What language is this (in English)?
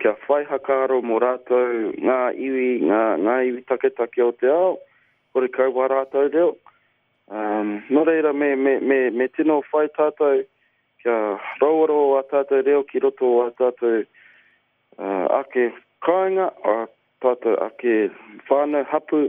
Māori